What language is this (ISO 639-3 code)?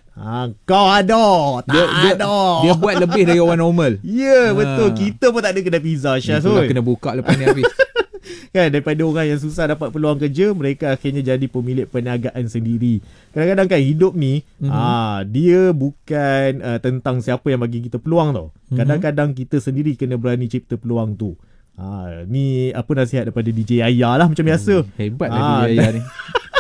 msa